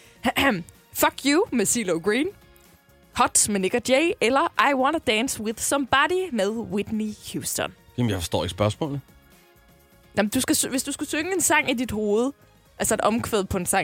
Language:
Danish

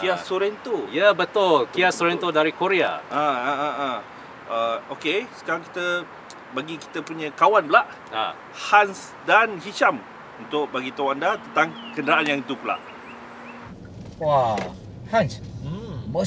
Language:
Malay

